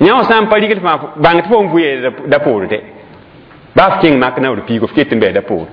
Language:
Mossi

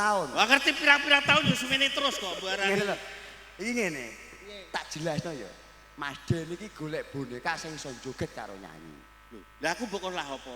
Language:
Javanese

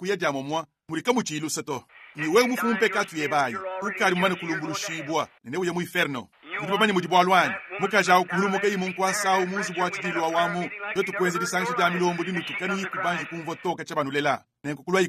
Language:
Luba-Lulua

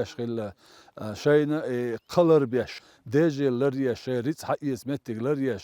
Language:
Chechen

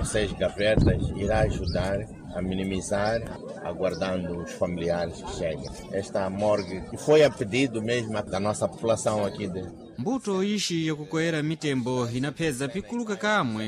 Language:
Sena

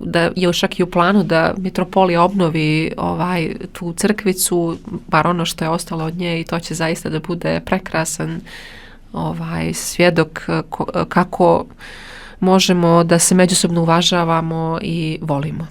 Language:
Bosnian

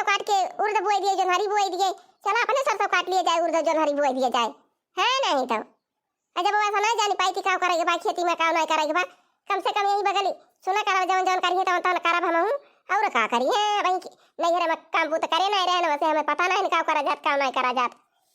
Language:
Awadhi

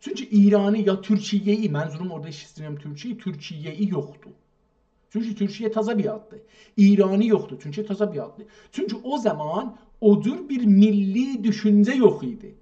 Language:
South Azerbaijani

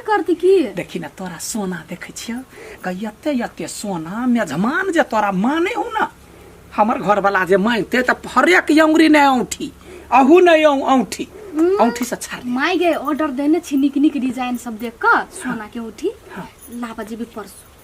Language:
Maithili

